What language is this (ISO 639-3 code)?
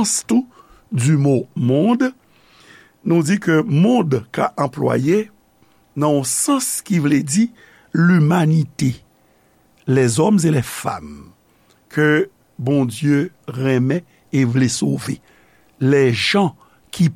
hat